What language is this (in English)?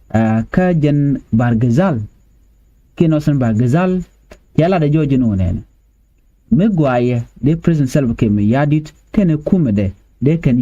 Nuer